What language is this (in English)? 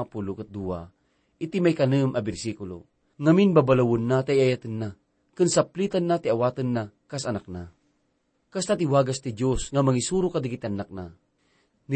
Iloko